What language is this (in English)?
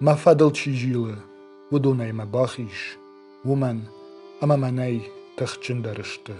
Ossetic